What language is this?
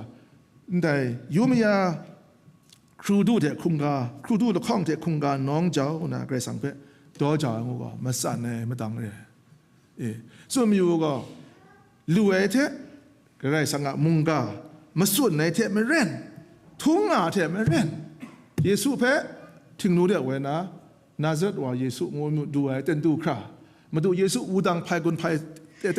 Kachin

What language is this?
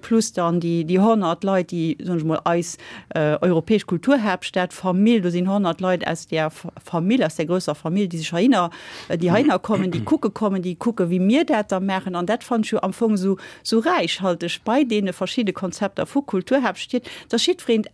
Luxembourgish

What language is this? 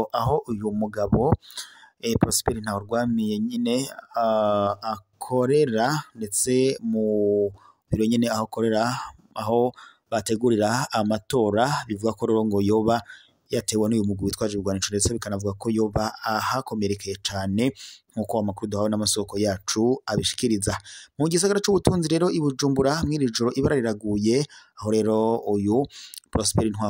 Rundi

